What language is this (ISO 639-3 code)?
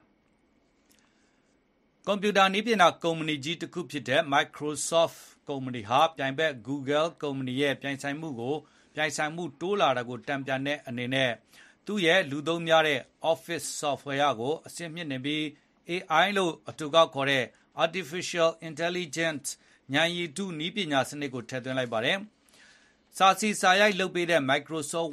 mya